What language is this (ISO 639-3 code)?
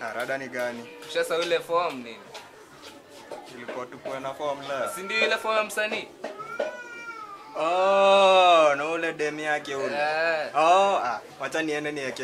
swa